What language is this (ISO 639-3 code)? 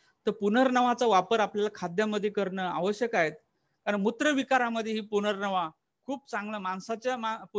mar